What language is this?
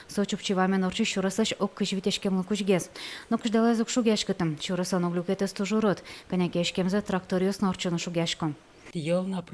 Udmurt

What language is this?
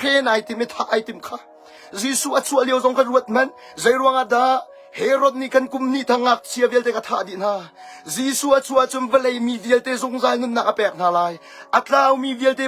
Hakha Chin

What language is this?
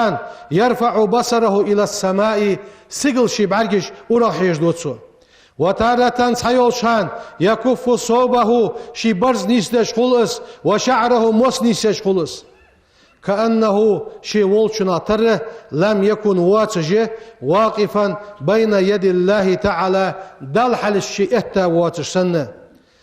Ingush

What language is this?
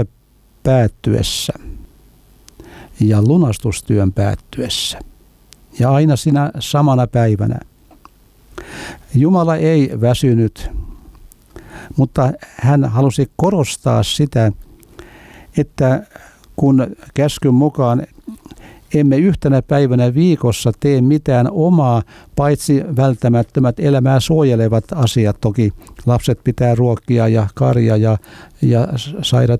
Finnish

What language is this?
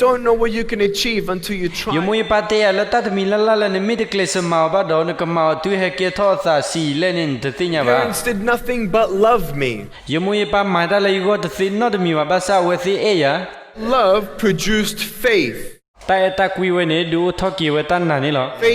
S'gaw Karen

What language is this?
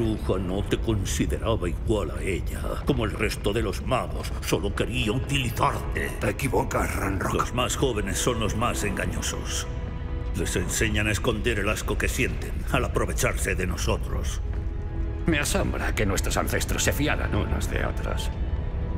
Spanish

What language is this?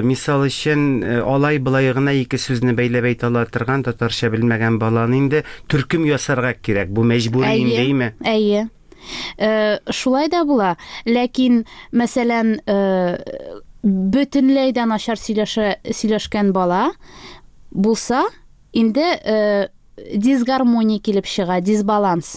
Tatar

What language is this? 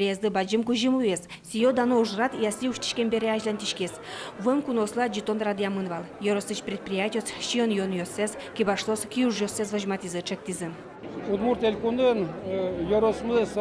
Udmurt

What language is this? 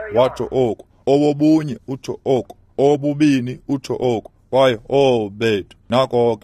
Xhosa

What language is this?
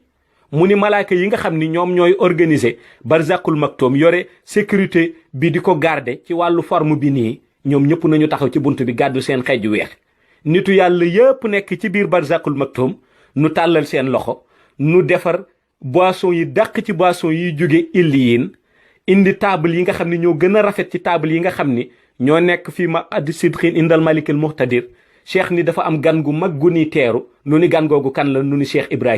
Wolof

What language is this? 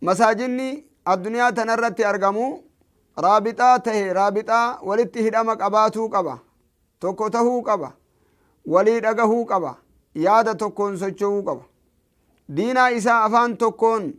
Oromo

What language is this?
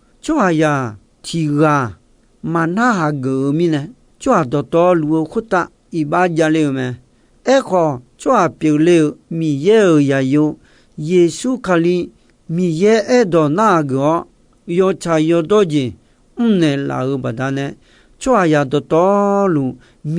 Akha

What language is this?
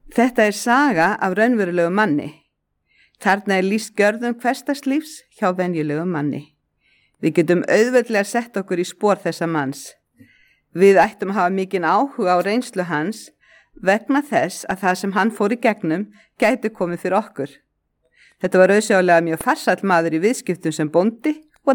Icelandic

